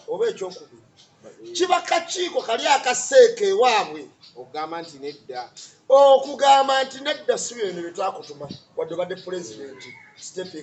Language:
Ganda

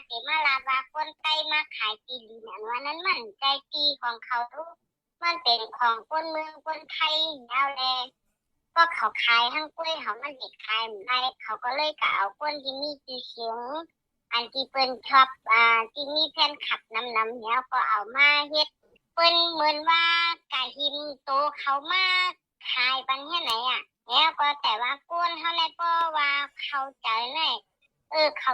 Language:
Shan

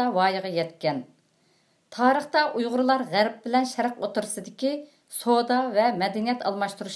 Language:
Uyghur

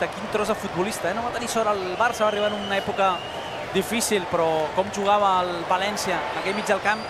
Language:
Catalan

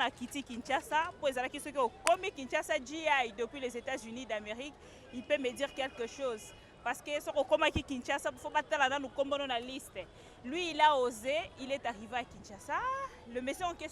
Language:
Lingala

